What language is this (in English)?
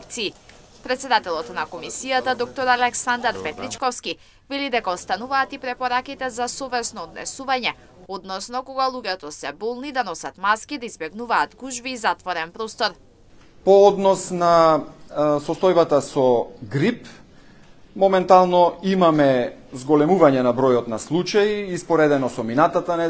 Macedonian